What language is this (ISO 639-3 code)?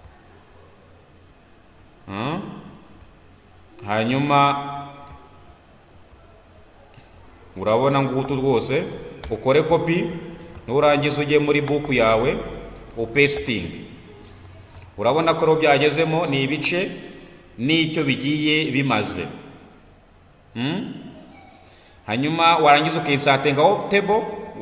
kin